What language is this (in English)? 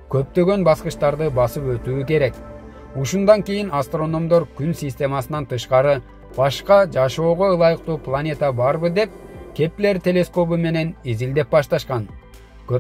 Kyrgyz